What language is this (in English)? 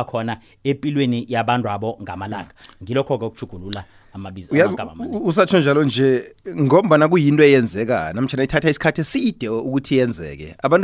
South Ndebele